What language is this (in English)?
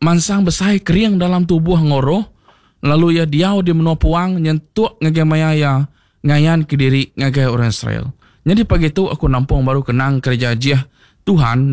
Iban